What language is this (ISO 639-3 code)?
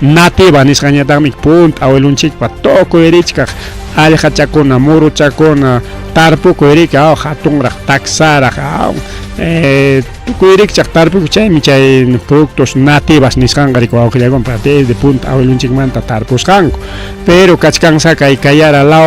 quy